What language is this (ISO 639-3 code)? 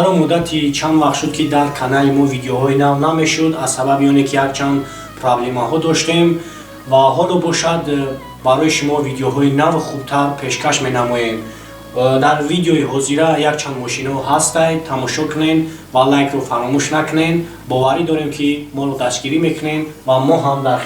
tgk